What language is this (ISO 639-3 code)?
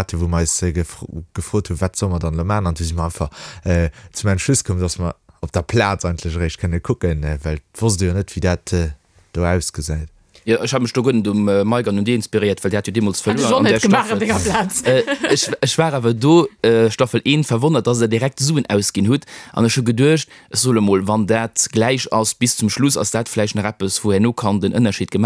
ltz